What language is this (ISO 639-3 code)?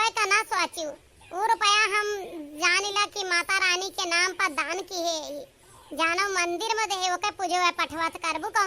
awa